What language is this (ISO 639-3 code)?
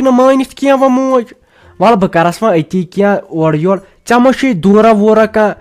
kas